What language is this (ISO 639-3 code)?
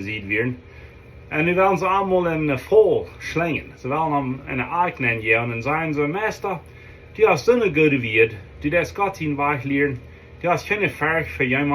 pdt